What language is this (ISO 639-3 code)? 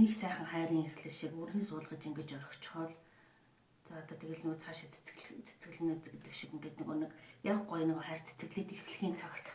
mon